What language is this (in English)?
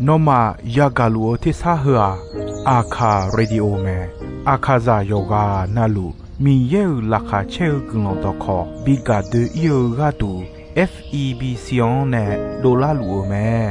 Akha